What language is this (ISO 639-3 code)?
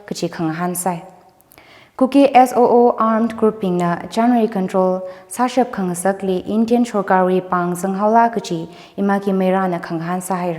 nmf